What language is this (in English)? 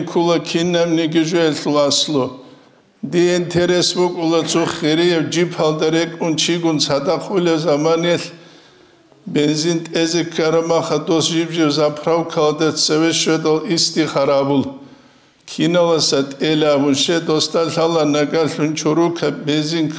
Avaric